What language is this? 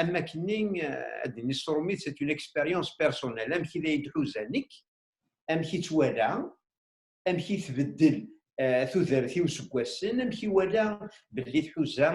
Kabyle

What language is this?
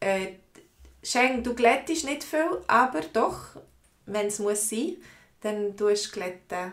Swiss German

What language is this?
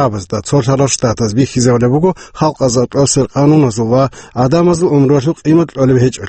Avaric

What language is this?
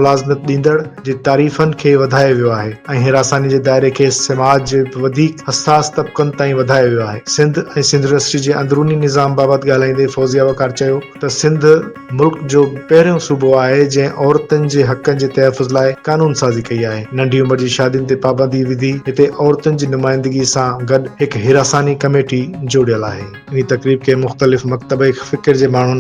Sindhi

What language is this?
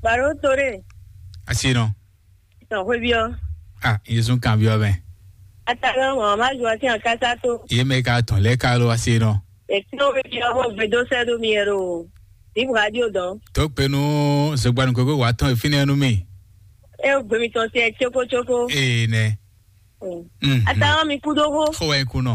Fon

